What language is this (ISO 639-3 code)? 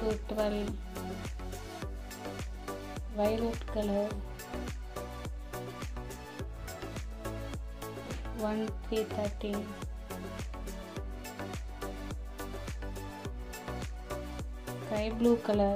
eng